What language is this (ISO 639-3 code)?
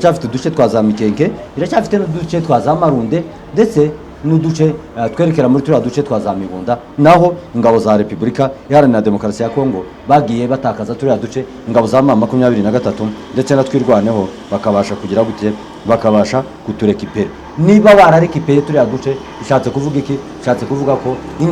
kin